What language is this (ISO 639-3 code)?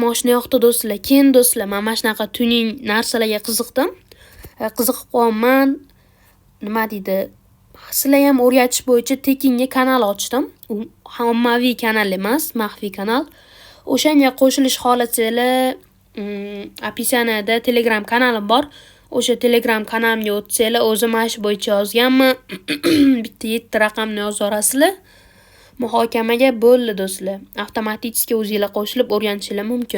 uzb